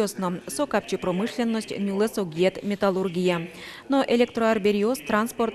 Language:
Udmurt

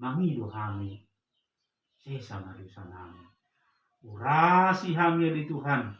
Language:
Batak Toba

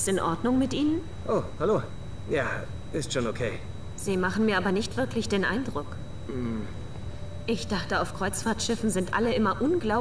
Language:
Swiss German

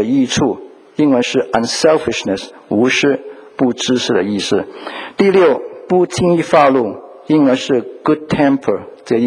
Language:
Chinese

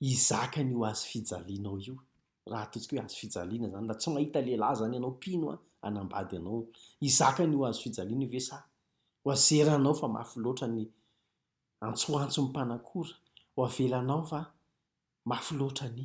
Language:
Malagasy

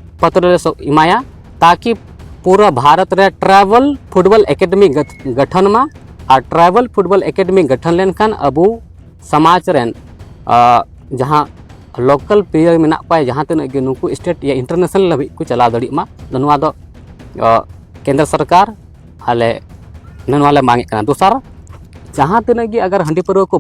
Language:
Santali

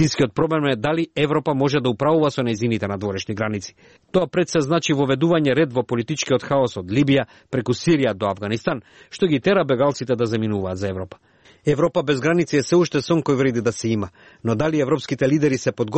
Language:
Macedonian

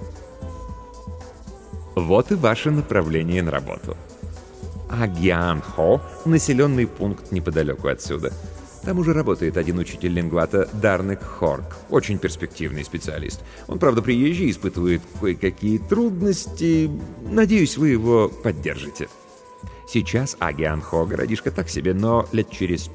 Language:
Russian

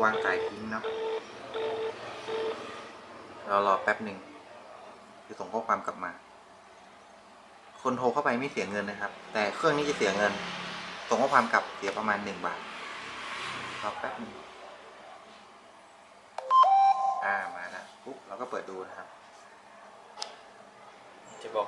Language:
Thai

